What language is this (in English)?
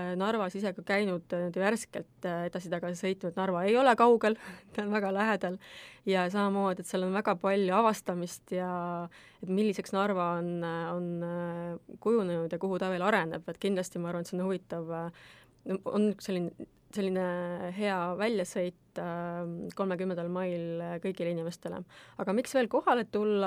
Estonian